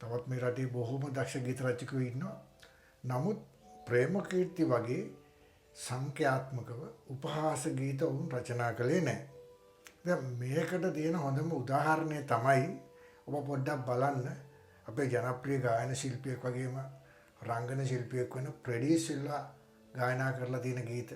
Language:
Sinhala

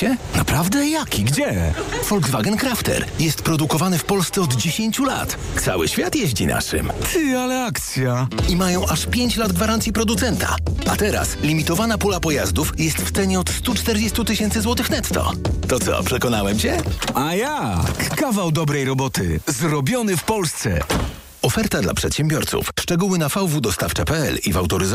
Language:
Polish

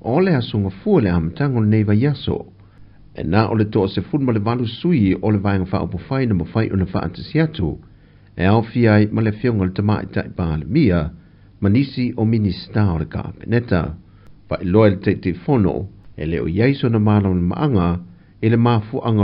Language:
Samoan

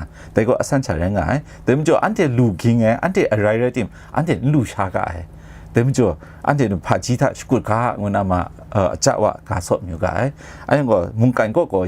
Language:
Kachin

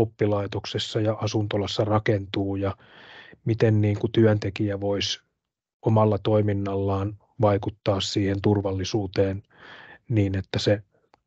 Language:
Finnish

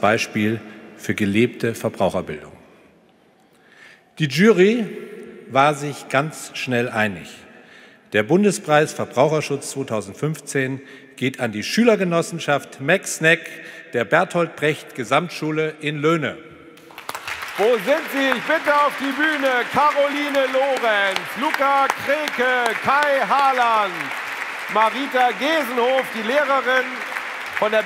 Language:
German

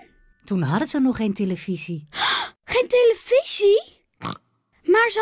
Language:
Dutch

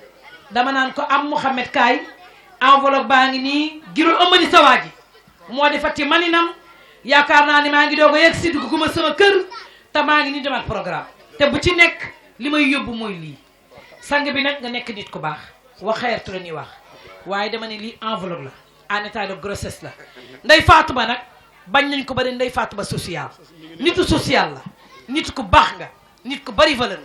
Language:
Wolof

